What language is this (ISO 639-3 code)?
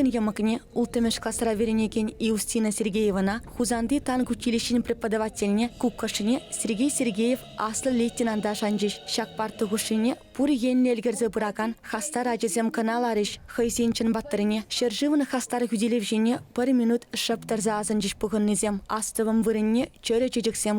chv